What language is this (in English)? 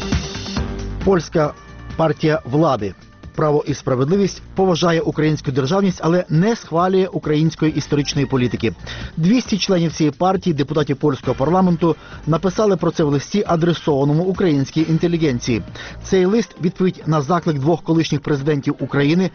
Ukrainian